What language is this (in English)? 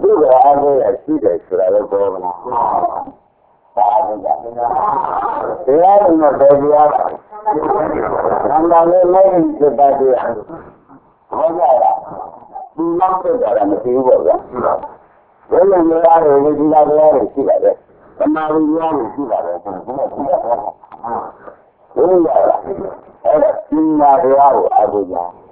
Burmese